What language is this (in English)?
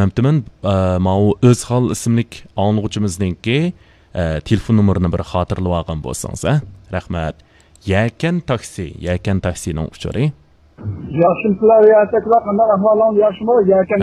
Uyghur